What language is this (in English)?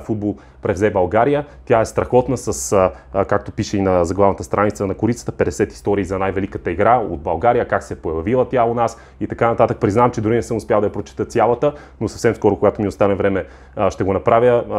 Bulgarian